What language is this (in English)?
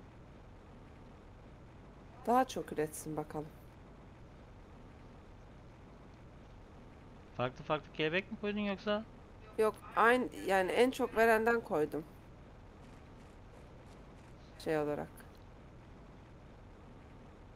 Turkish